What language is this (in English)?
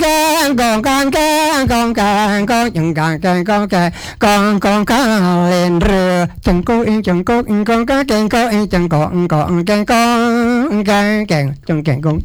Balinese